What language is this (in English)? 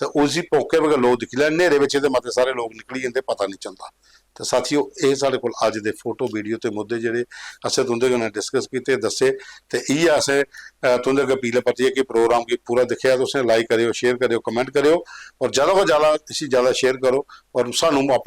Dogri